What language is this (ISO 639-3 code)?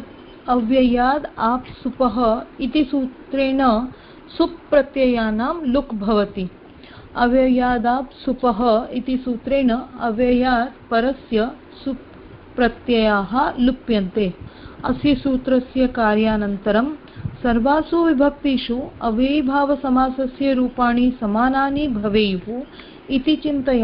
san